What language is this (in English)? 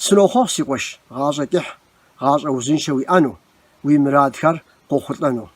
Kabardian